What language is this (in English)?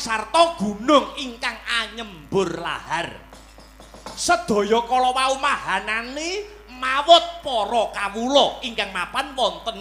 Javanese